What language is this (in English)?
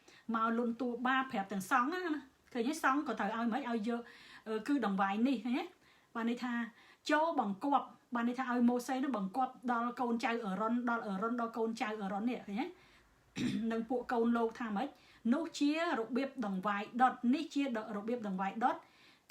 Khmer